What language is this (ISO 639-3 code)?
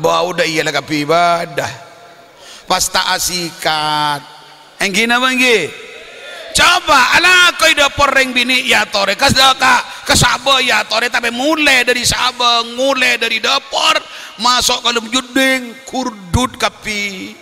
mad